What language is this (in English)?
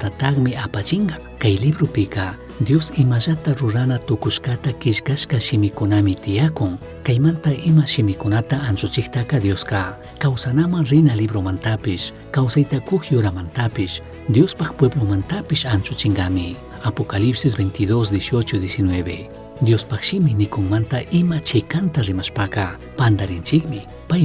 Chimborazo Highland Quichua